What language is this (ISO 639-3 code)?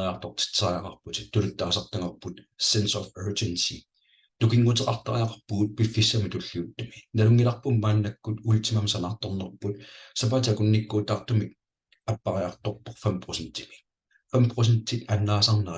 kal